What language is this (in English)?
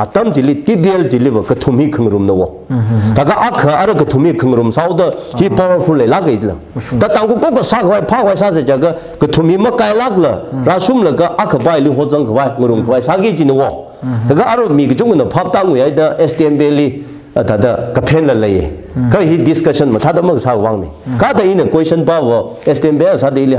Tangkhul Naga (India)